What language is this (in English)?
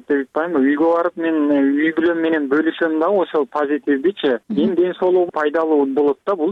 Kyrgyz